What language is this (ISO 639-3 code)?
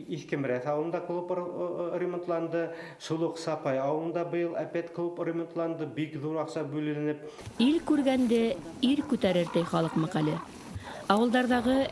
bak